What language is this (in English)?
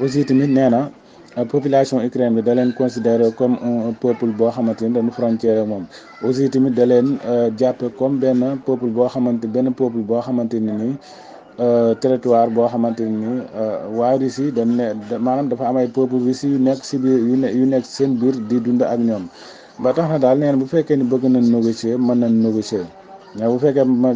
Wolof